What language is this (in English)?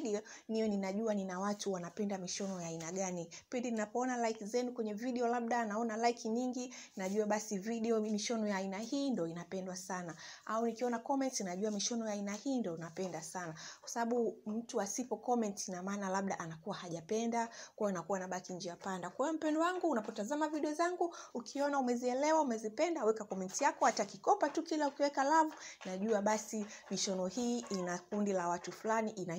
Swahili